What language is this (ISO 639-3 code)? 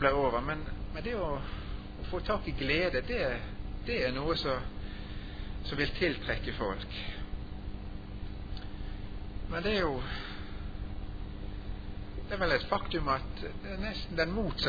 nor